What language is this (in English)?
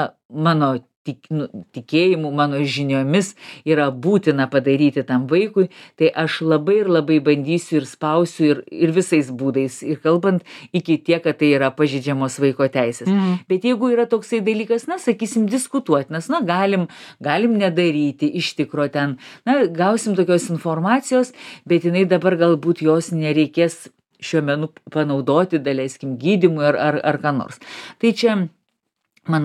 Lithuanian